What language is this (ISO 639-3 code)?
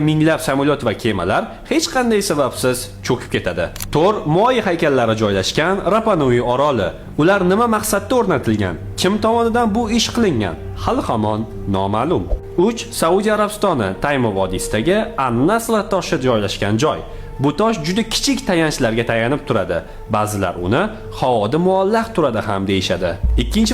uzb